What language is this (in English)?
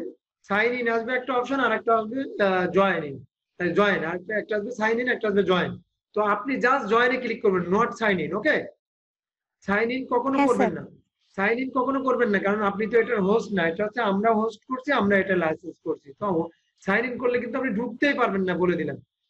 Bangla